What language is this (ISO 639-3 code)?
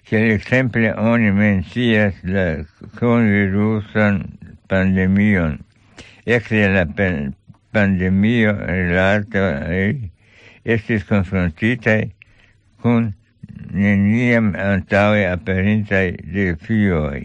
epo